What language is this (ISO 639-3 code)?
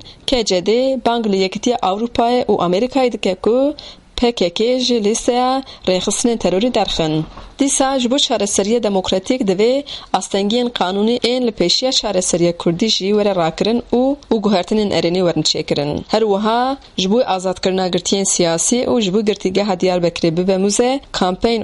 kur